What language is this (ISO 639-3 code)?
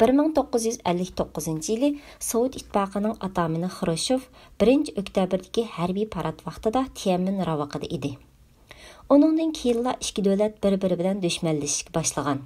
uig